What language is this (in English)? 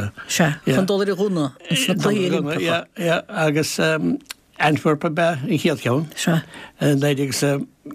Irish